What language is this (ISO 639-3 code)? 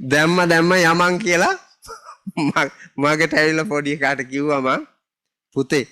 sin